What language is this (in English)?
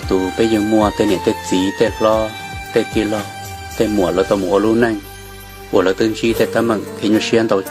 Hmong